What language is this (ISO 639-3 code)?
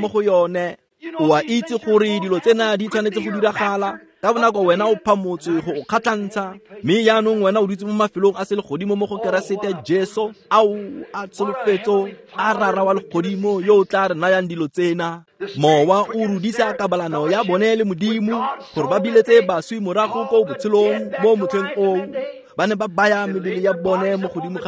tsn